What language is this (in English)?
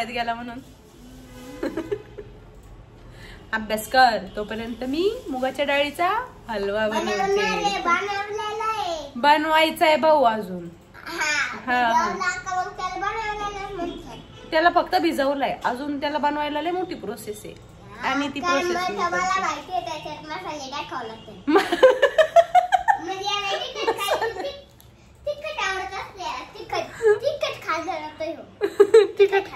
Marathi